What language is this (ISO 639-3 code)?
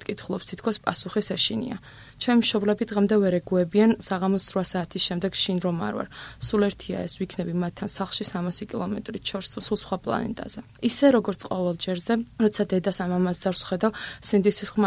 kat